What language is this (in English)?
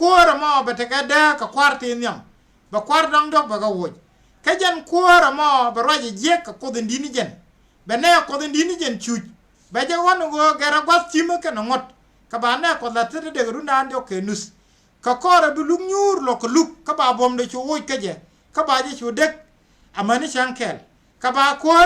Nuer